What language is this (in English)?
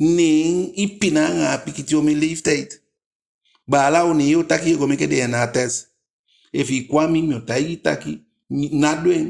Eastern Maroon Creole